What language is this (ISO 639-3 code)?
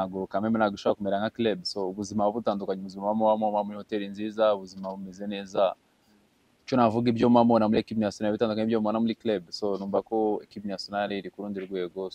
kin